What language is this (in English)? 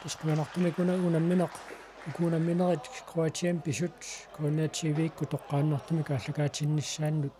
Kalaallisut